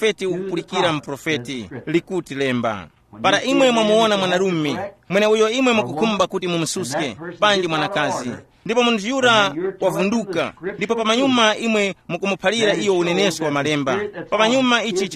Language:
Tumbuka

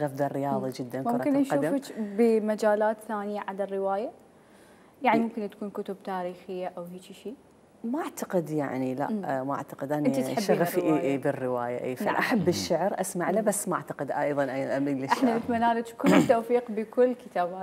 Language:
Mesopotamian Arabic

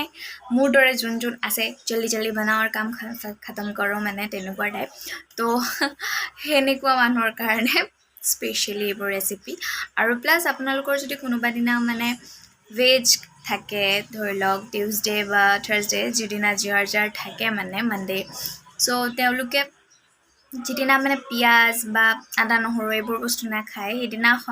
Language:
Assamese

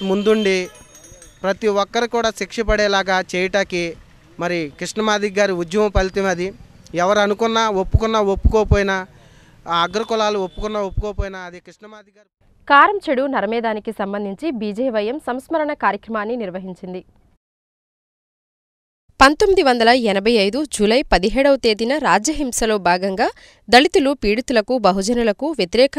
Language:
Telugu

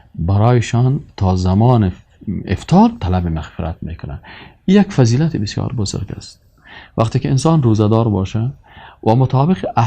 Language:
Persian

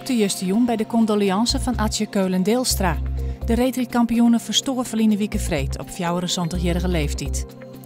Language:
Western Frisian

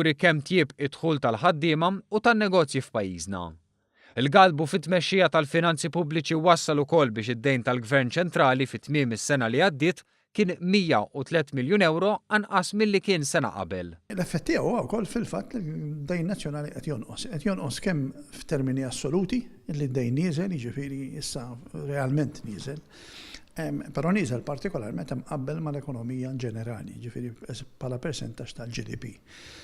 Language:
Maltese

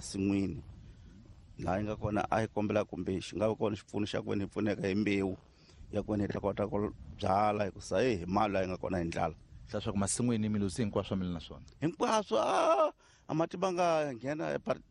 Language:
Tsonga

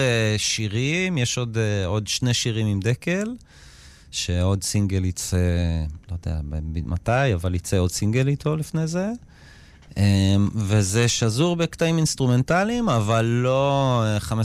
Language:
Hebrew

